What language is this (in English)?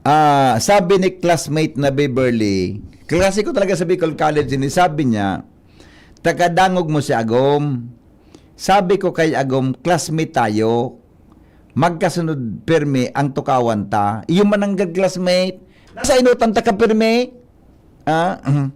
Bikol